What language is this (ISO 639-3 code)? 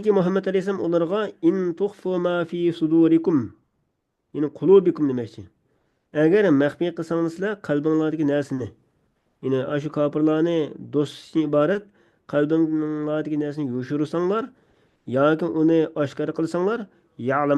uig